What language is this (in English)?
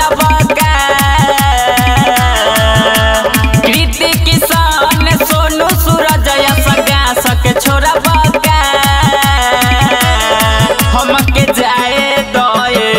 Bhojpuri